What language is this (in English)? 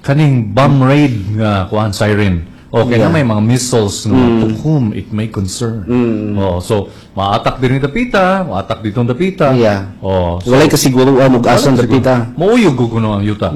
Cebuano